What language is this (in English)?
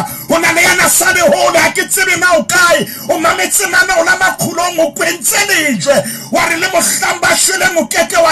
Southern Sotho